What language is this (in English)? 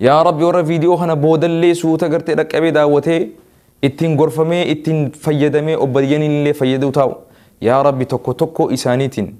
Oromo